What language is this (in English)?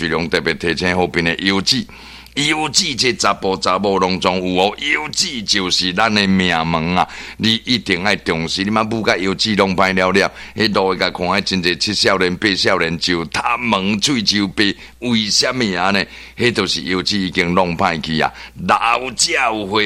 Min Nan Chinese